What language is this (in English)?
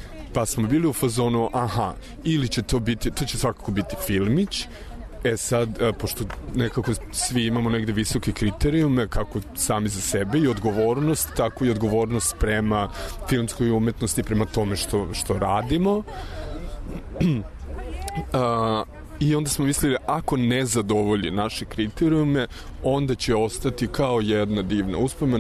Serbian